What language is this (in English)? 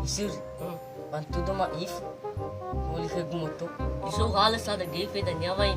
Nias